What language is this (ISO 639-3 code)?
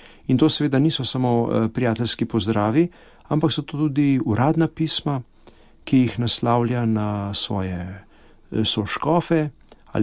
slv